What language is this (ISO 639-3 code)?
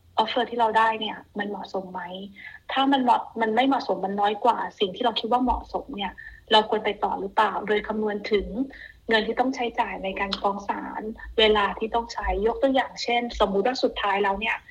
tha